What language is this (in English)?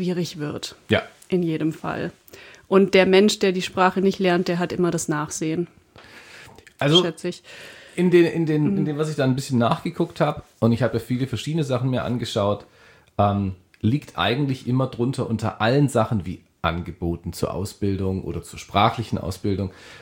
German